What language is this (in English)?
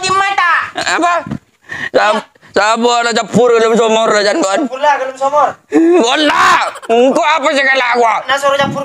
Madurese